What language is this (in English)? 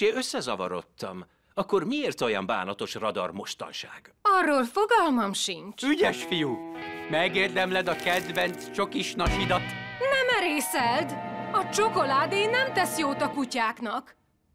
Hungarian